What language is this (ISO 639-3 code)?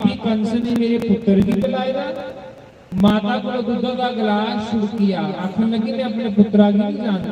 doi